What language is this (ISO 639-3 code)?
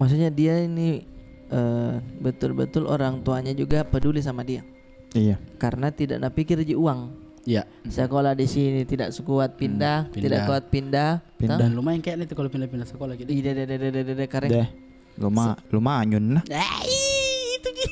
mfp